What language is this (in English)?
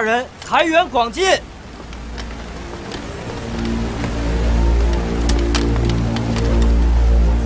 Chinese